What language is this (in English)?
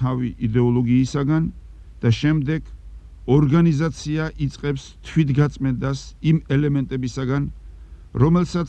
Georgian